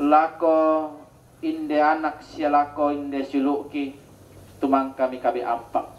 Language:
Toraja-Sa'dan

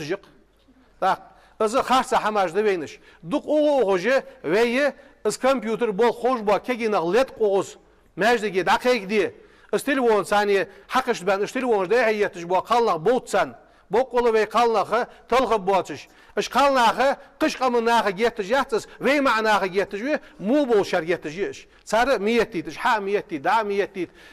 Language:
Ingush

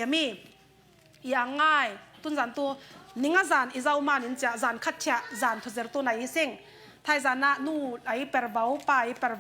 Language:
Falam Chin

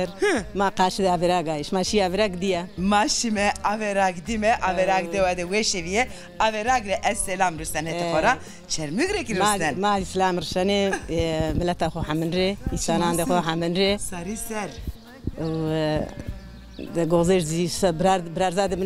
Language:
Zaza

